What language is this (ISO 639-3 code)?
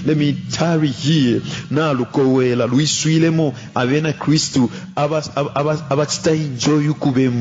bem